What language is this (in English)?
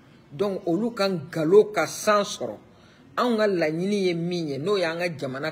Bambara